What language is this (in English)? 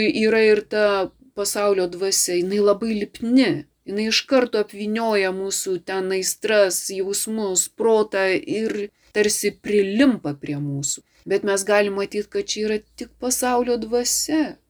Lithuanian